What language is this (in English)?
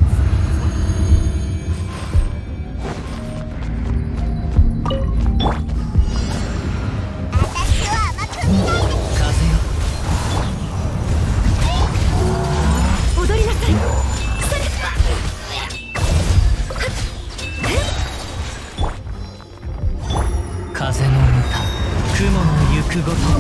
Japanese